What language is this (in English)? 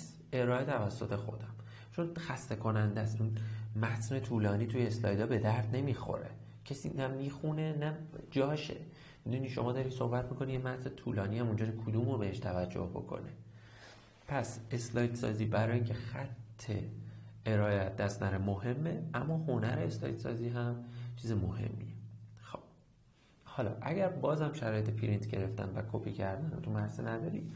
Persian